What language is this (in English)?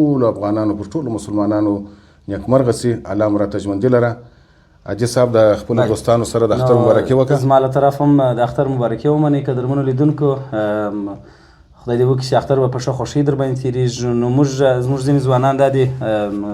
Pashto